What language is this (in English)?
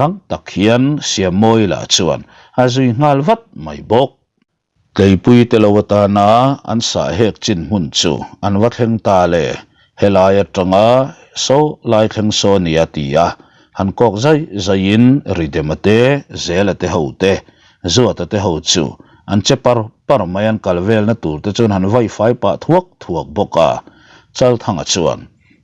Mizo